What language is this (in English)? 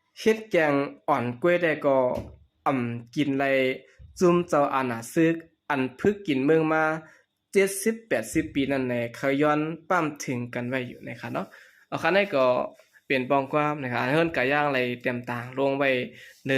Shan